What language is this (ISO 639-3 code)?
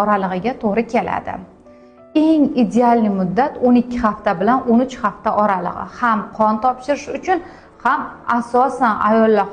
uzb